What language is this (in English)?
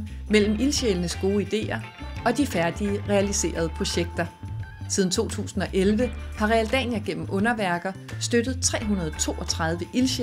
Danish